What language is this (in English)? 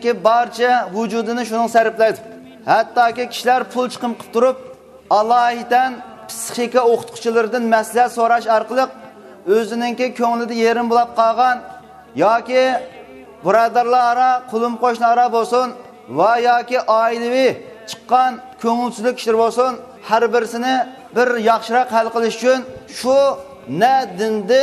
Uyghur